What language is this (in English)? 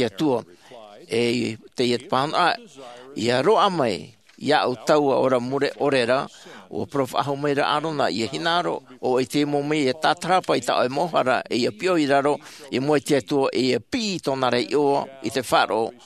Tahitian